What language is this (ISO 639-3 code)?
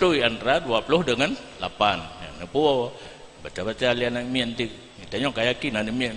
ace